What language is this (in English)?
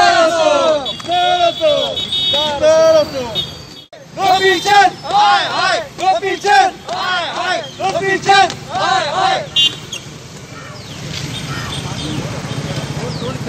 Marathi